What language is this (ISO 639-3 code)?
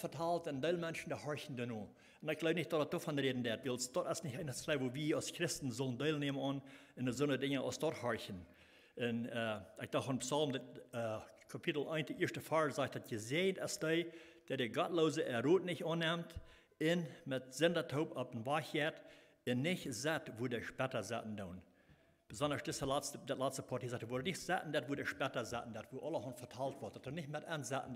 pdt